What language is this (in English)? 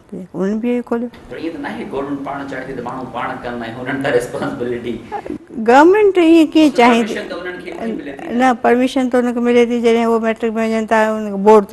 Sindhi